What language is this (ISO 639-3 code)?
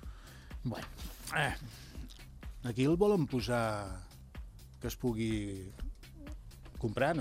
cat